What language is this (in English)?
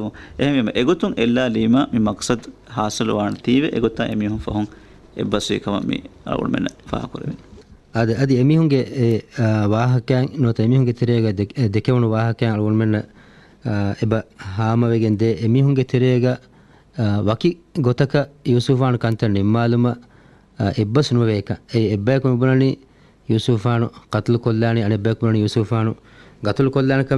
Divehi